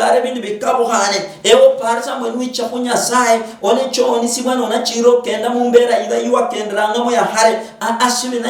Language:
Luyia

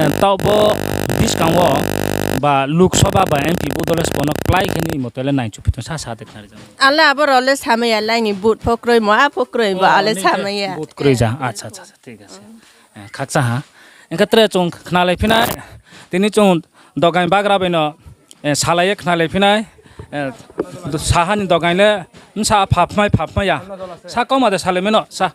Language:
Riang (India)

